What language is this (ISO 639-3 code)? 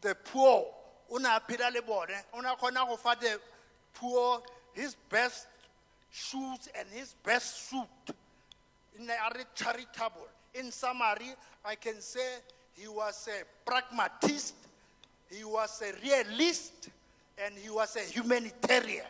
tsn